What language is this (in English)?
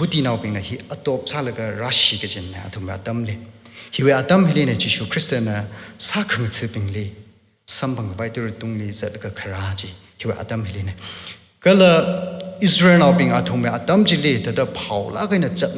Tangkhul Naga (India)